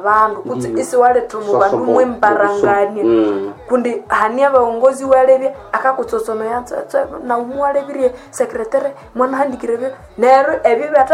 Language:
Nande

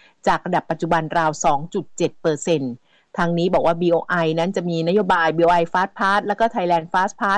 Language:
Thai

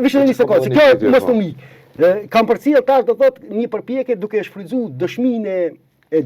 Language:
Albanian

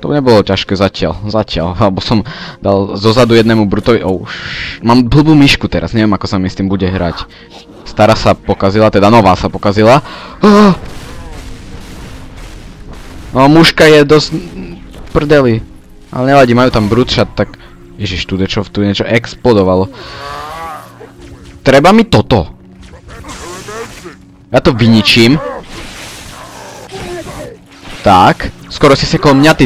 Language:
Slovak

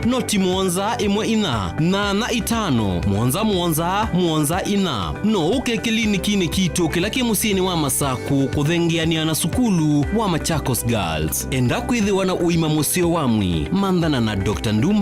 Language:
Kamba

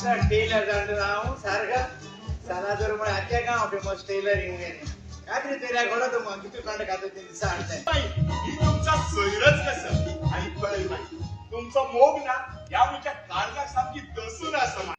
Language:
Konkani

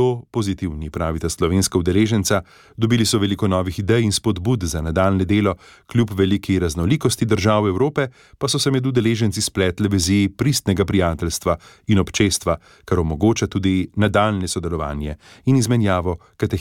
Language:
Slovenian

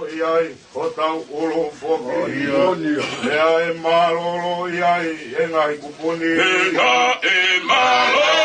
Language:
Tongan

